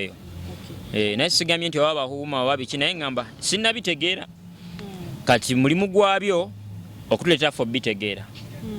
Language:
Ganda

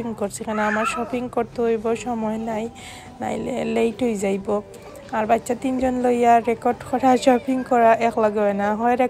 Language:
Sylheti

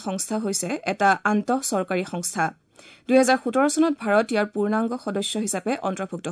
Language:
Assamese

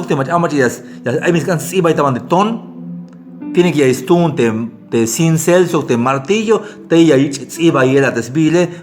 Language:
Tzeltal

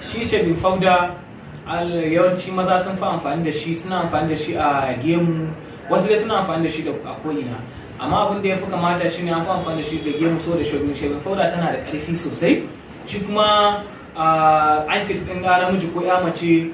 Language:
Hausa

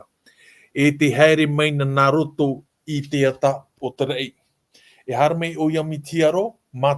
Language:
Tahitian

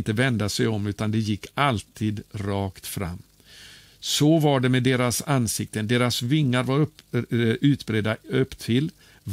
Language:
Swedish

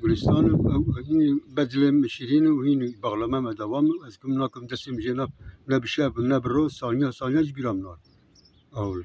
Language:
Kurdish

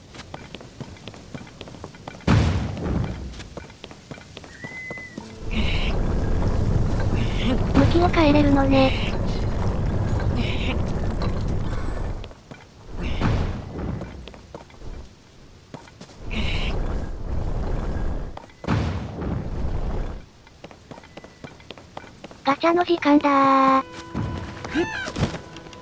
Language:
Japanese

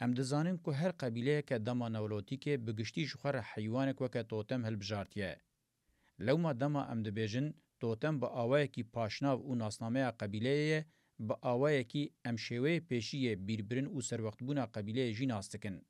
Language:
Kurdish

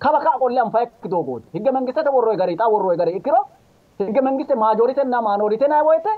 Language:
Sidamo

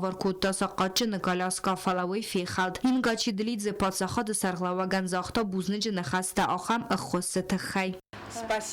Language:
Ossetic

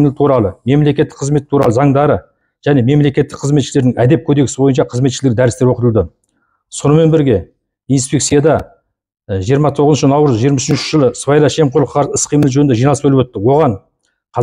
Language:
Kazakh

